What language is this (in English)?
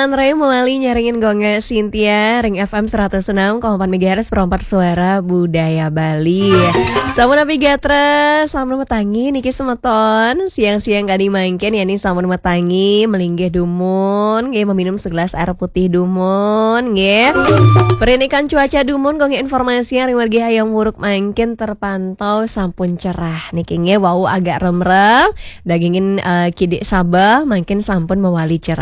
Balinese